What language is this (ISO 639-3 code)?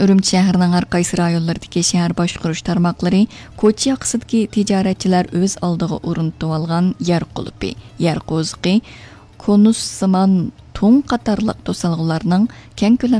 uig